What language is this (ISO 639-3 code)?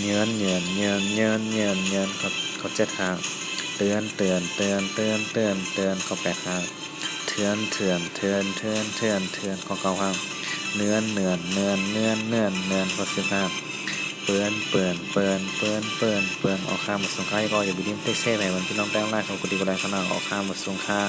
shn